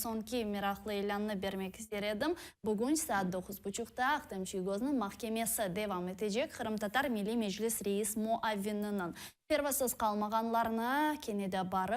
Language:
Crimean Tatar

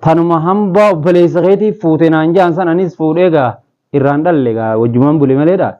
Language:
Oromo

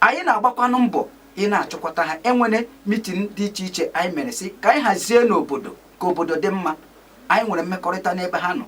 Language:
Igbo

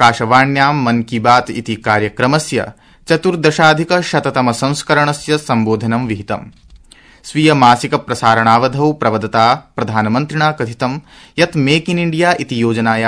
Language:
Sanskrit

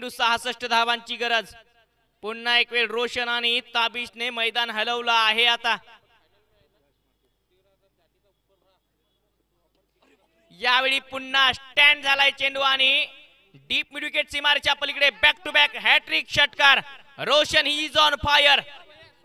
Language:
Marathi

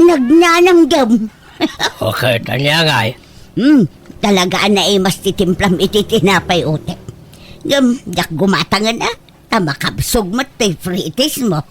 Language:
Iloko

